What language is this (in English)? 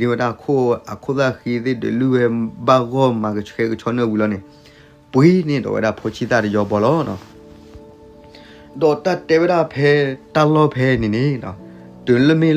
S'gaw Karen